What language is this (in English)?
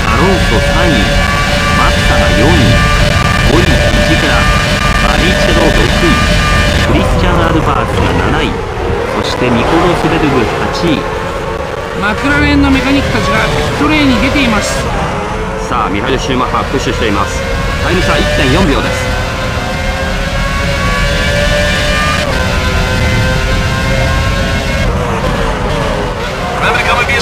Japanese